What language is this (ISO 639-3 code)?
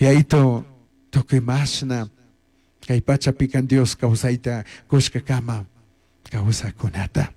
qug